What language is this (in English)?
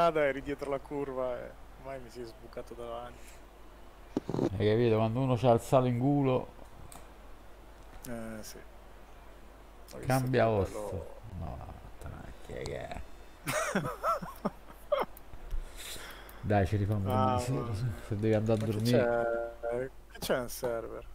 Italian